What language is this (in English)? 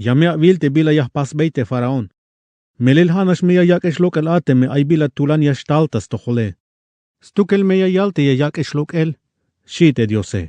Tzeltal